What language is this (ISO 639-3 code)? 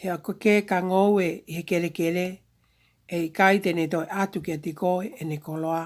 ton